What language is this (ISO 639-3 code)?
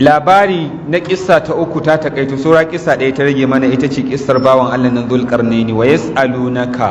hau